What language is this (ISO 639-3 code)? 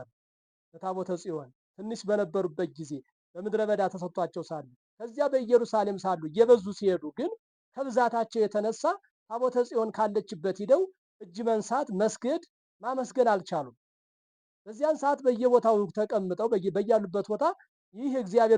amh